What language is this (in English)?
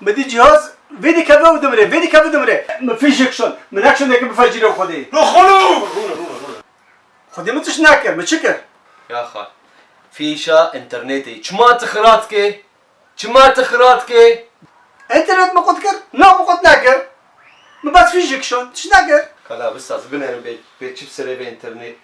Kurdish